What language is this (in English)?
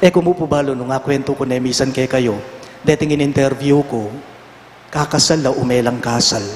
Pampanga